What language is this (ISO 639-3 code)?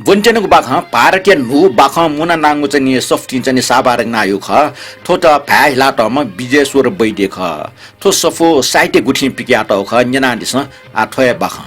new